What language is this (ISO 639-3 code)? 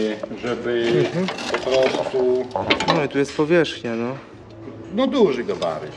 pol